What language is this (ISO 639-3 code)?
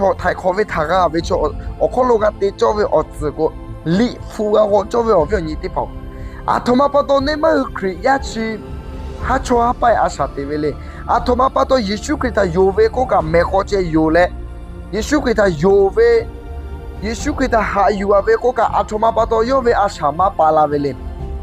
lhu